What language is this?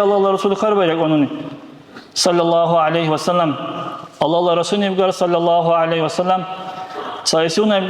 Dargwa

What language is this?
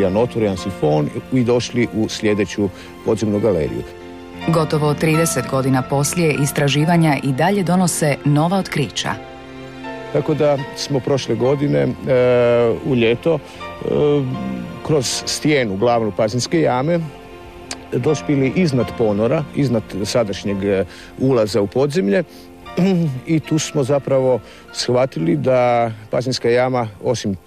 Croatian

